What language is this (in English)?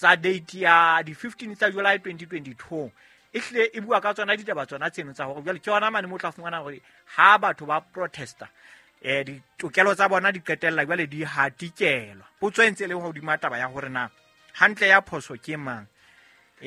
Southern Sotho